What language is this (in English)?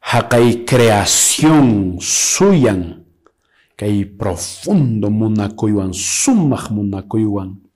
Quechua